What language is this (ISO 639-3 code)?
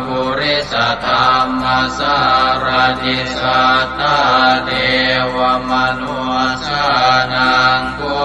pli